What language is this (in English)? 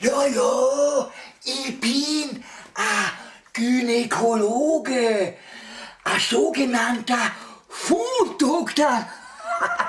Bavarian